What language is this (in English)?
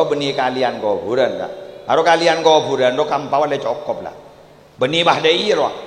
Madurese